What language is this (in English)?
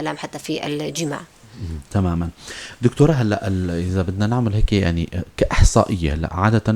North Levantine Arabic